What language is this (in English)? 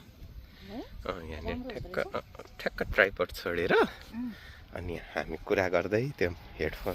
Nepali